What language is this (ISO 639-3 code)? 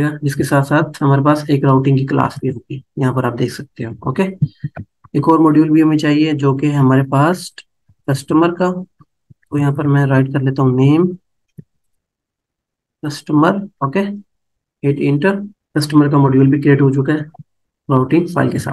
hin